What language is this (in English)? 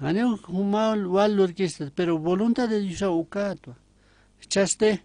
Aymara